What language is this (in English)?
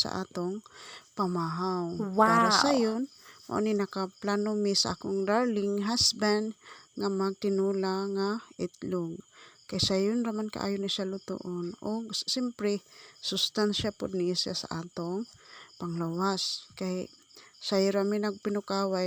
Cebuano